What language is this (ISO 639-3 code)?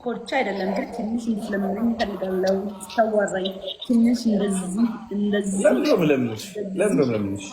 amh